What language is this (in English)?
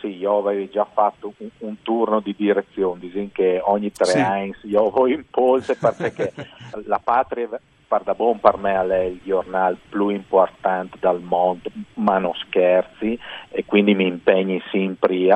Friulian